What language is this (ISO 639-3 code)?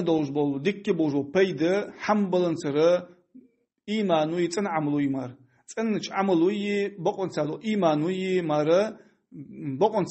inh